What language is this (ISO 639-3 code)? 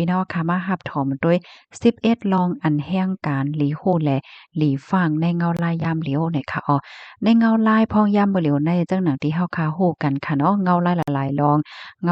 shn